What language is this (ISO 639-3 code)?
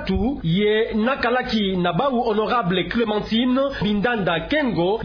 ktu